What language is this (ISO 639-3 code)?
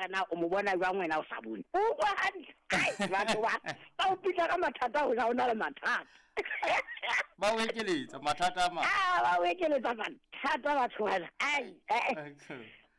sot